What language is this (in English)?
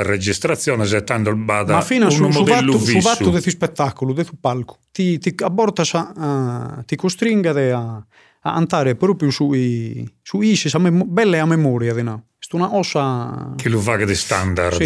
Sardinian